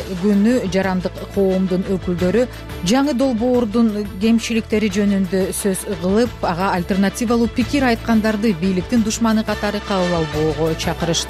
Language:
Kyrgyz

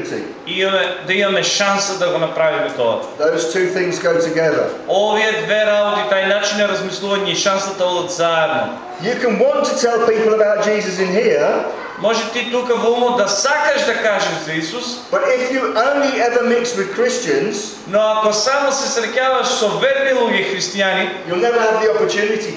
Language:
Macedonian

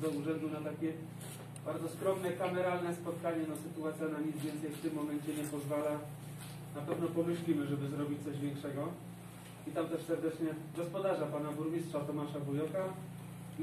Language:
Polish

